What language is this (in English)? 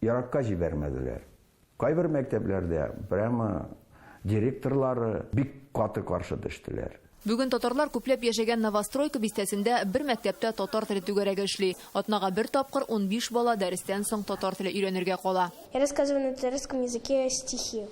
Tatar